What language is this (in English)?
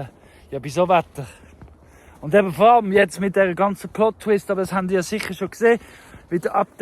Swiss German